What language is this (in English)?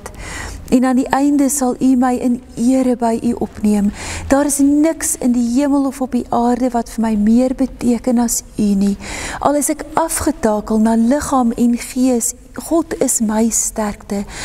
Afrikaans